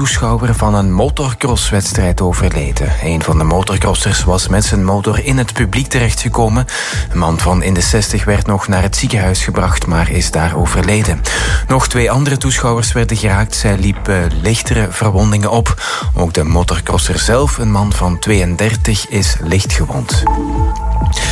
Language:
Dutch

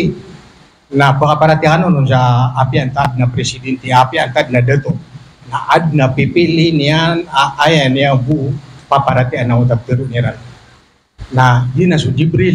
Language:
Maranao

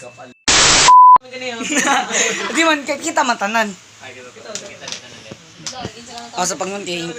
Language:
Cebuano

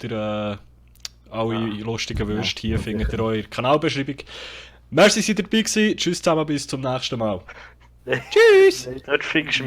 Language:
Swiss German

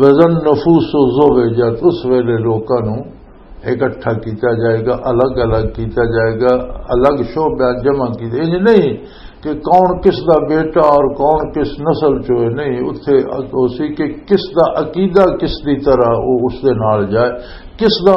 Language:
Western Panjabi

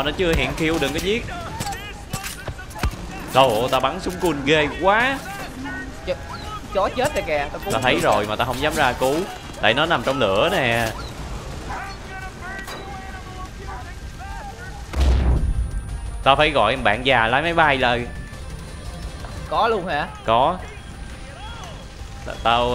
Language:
Vietnamese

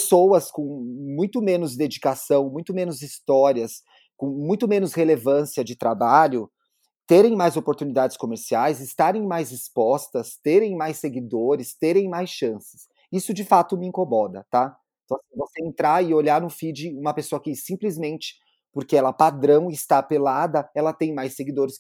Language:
Portuguese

